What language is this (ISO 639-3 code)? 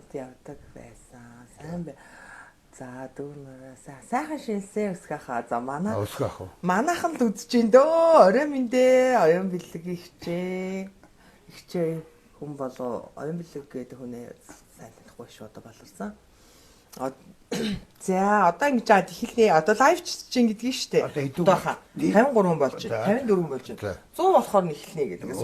mon